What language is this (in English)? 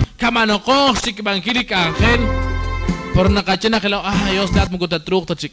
Kekchí